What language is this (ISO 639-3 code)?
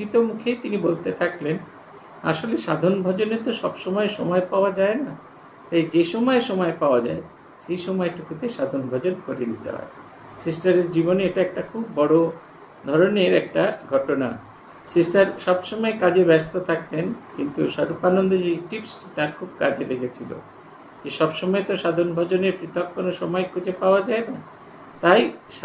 ben